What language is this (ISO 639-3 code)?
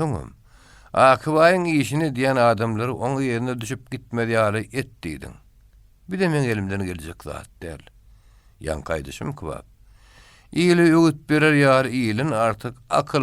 tuk